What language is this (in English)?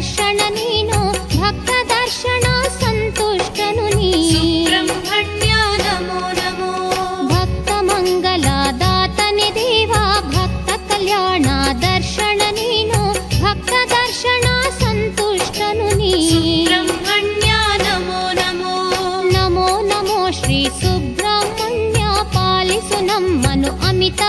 Kannada